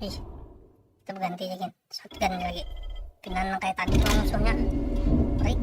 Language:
Banjar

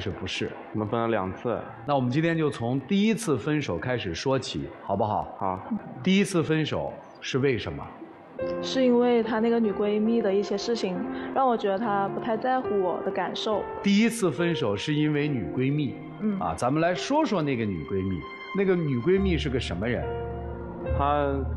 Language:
Chinese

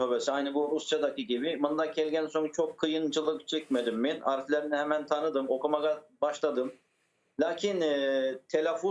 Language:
Crimean Tatar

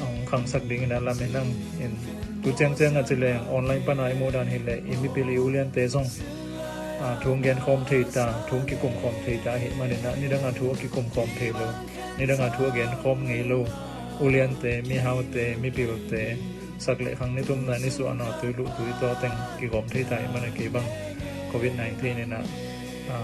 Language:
Tedim Chin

